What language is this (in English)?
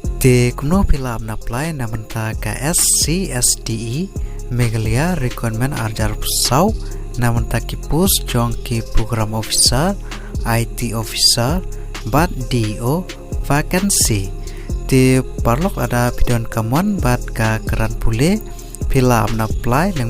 Khasi